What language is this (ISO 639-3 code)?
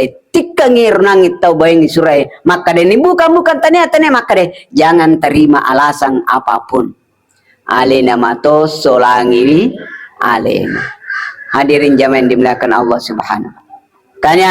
bug